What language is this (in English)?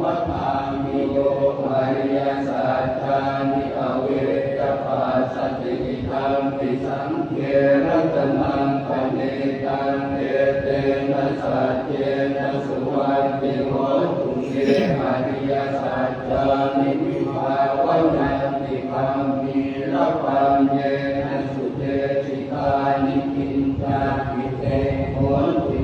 Pali